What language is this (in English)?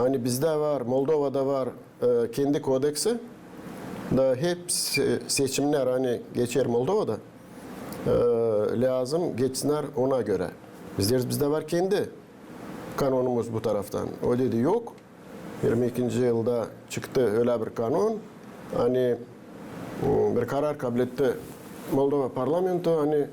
Gagauz